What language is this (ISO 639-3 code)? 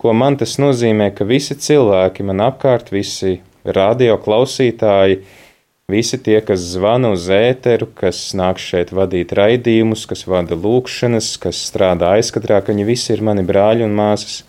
lav